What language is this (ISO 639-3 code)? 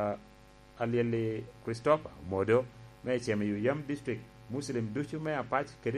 laj